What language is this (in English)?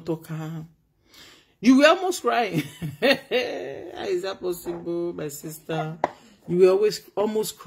Nigerian Pidgin